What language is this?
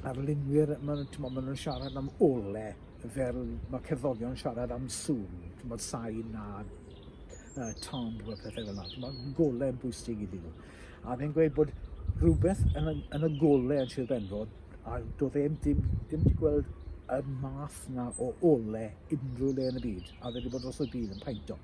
Welsh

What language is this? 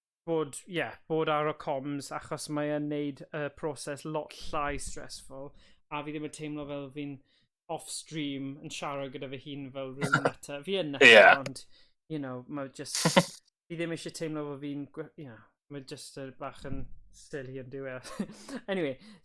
Welsh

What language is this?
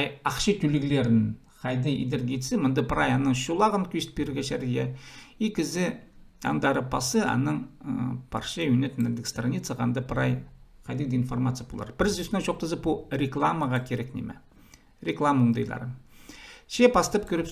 Khakas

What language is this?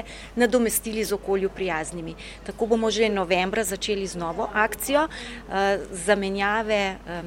Slovenian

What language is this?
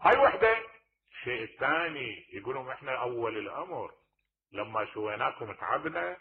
Mesopotamian Arabic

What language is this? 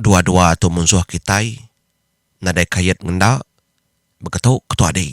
Iban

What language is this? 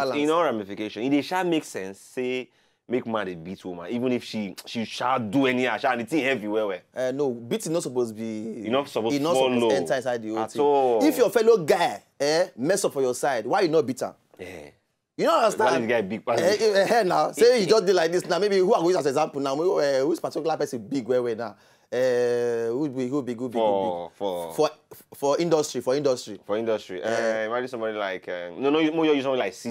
Nigerian Pidgin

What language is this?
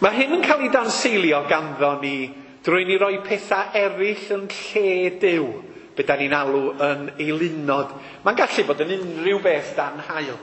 Welsh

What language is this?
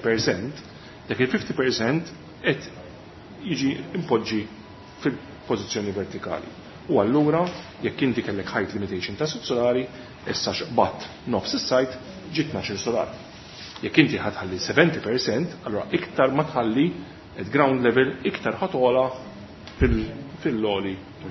Maltese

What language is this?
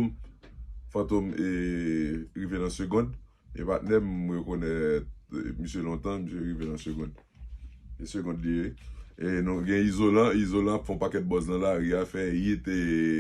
Haitian Creole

